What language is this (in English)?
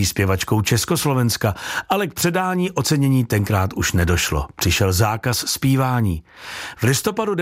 Czech